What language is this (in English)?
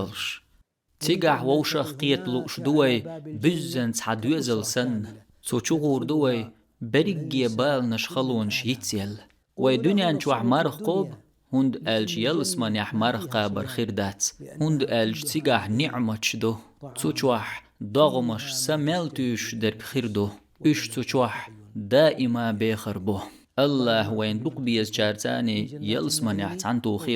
Chechen